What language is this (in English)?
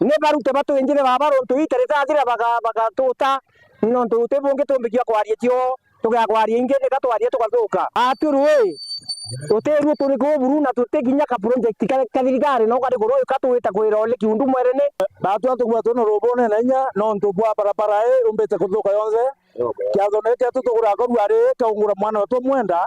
Meru